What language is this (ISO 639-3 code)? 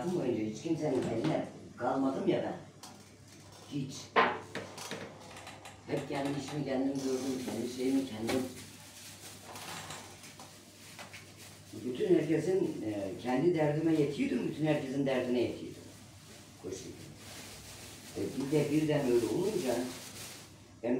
tur